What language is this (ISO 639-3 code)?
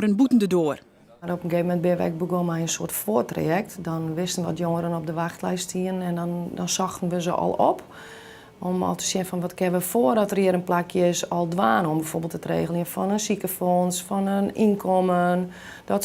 fry